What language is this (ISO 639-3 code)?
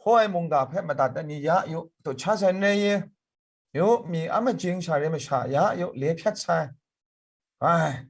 kac